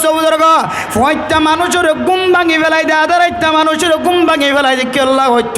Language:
Rohingya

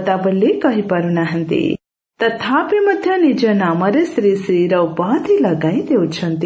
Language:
Odia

